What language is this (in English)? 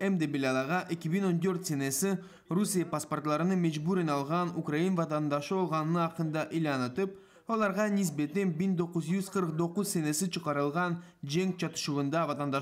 Crimean Tatar